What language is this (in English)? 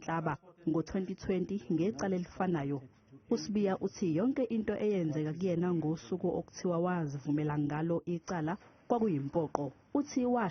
Zulu